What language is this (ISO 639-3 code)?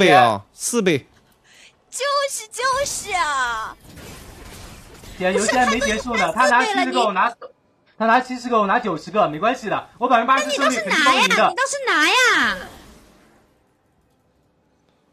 zho